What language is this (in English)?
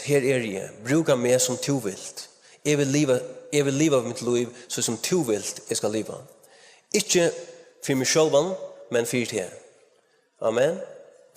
Faroese